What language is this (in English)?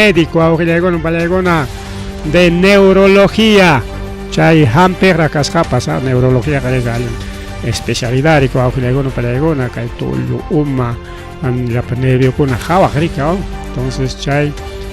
Ayacucho Quechua